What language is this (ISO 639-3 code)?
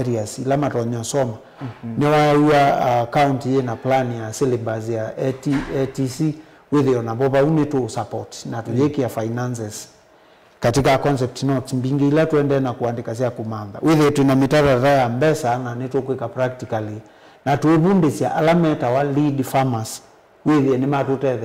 kam